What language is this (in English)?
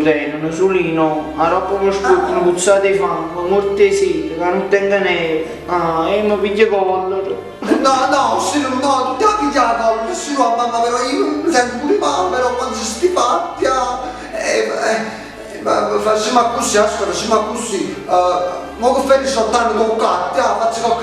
Neapolitan